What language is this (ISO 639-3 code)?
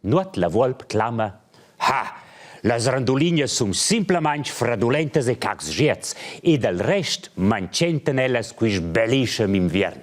roh